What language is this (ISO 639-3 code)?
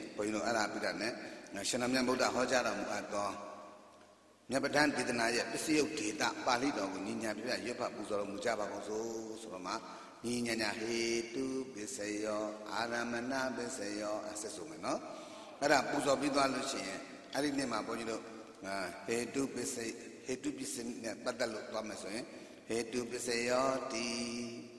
mya